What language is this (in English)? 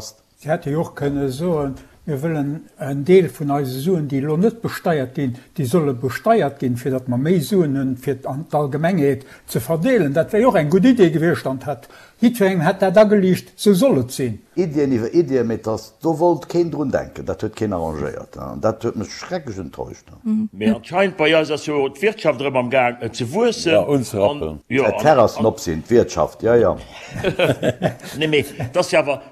Luxembourgish